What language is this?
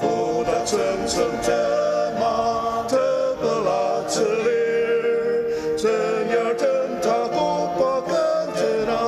Ao Naga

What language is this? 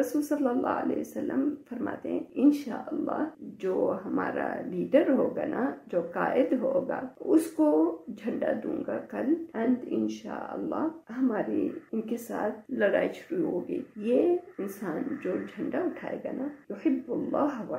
Urdu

